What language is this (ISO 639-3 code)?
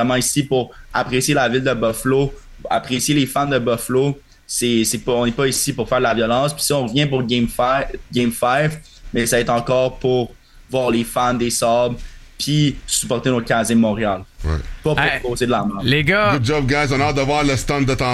fra